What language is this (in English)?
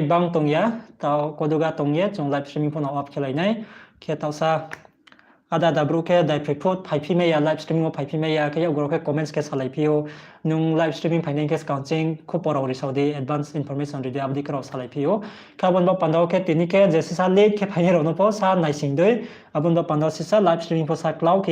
Riang (India)